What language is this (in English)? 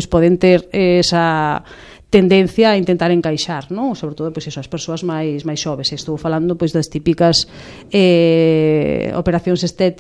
Galician